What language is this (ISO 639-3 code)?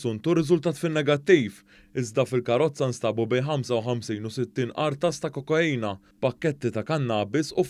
mlt